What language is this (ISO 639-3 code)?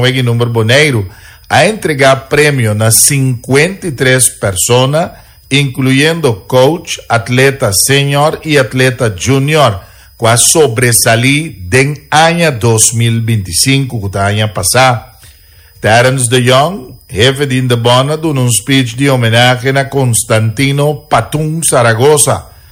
pap